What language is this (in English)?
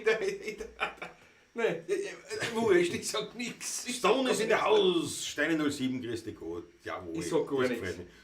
Bavarian